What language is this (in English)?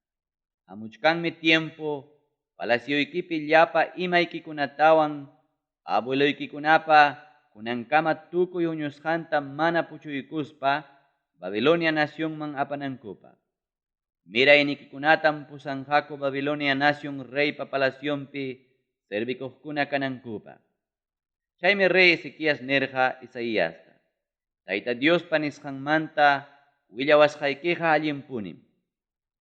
Ayacucho Quechua